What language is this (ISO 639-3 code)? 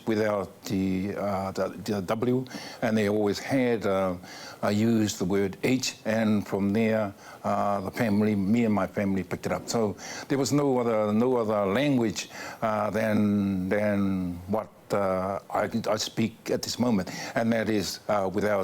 mri